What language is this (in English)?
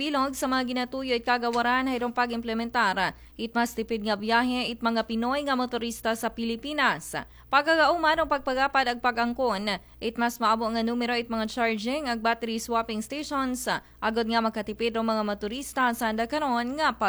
Aklanon